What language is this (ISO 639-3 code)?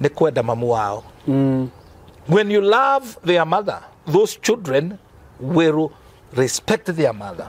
kik